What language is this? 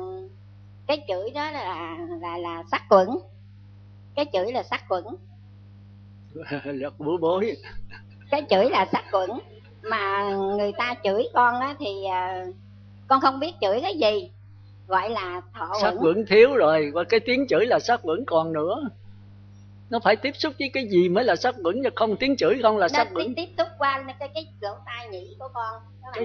Vietnamese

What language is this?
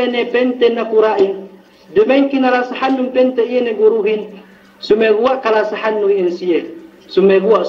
Yakan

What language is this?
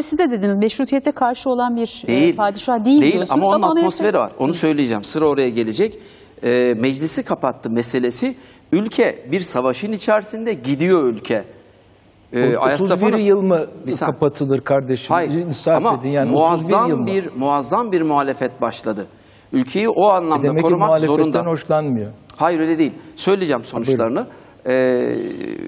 Turkish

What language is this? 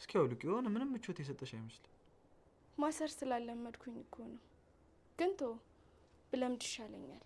Amharic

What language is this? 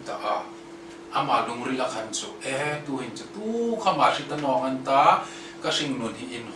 Hmar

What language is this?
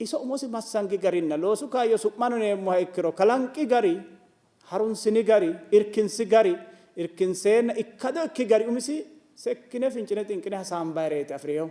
Sidamo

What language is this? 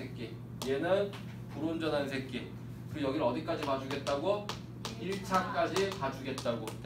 Korean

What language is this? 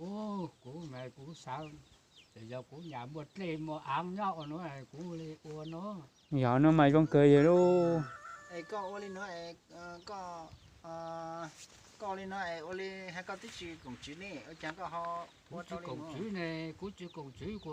Hmong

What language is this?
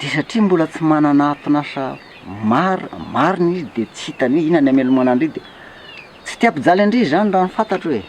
Malagasy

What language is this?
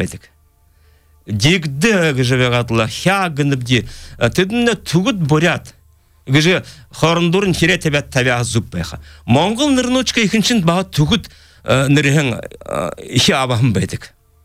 Buriat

